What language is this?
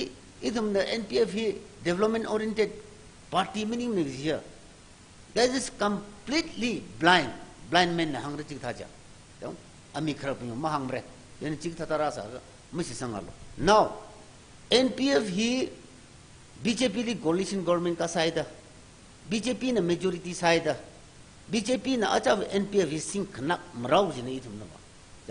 Tangkhul Naga (India)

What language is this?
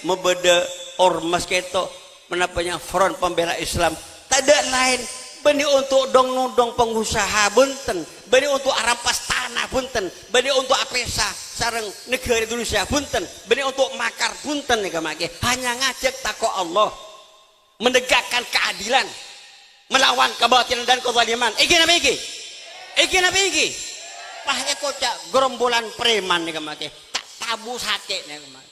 Madurese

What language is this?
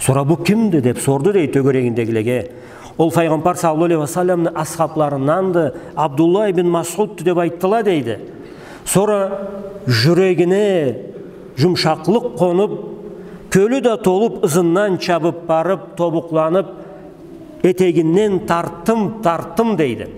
Karachay-Balkar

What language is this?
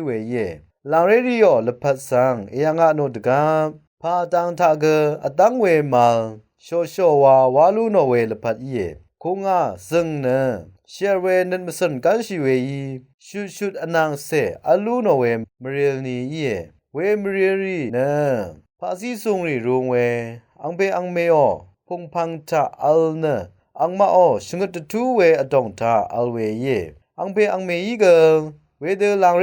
Rawang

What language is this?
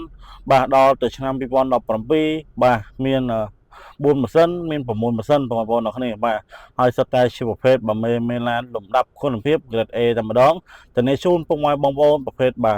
Khmer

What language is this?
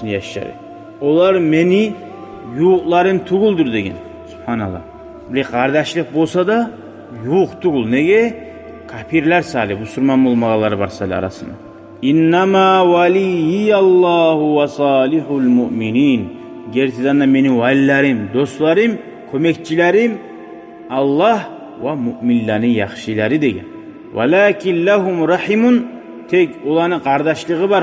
Kumyk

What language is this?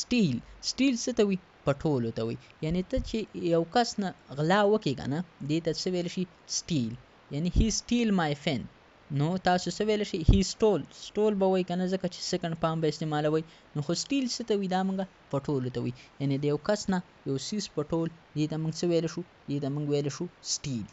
Pashto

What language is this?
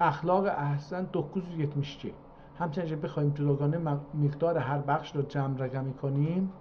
South Azerbaijani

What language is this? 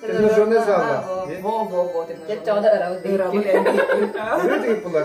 Yakut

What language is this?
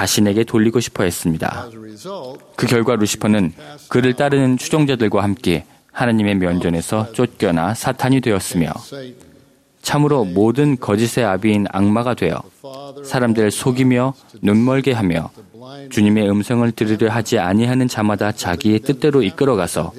Korean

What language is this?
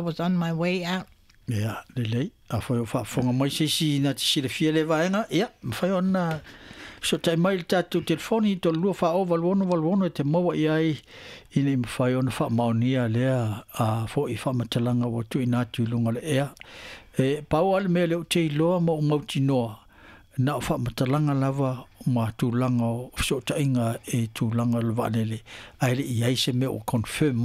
Samoan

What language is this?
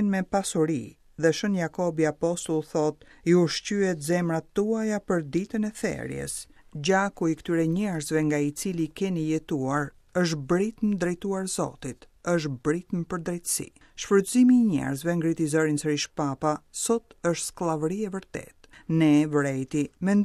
Albanian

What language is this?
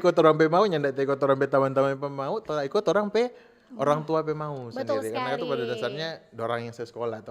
Manado Malay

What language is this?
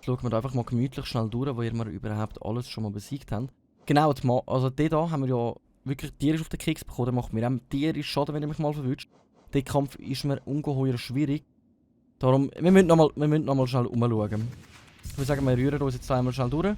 Swiss German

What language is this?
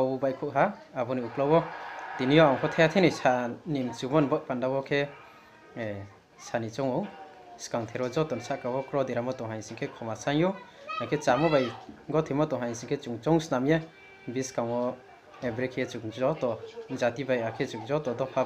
Riang (India)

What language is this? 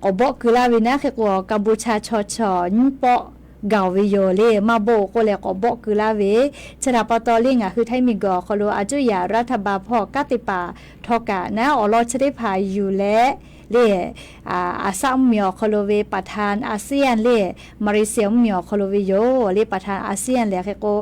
Lahu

